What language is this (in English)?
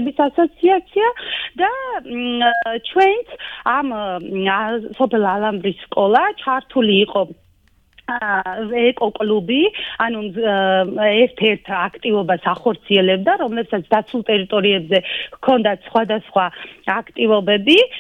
Georgian